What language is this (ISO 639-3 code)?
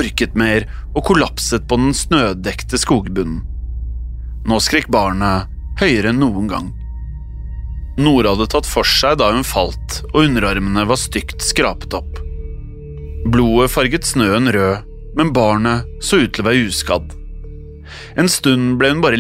nor